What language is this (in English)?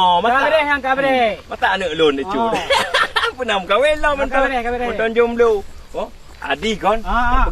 Achinese